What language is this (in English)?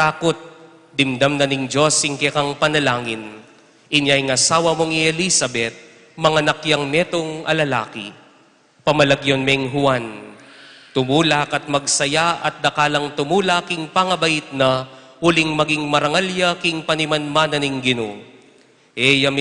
Pampanga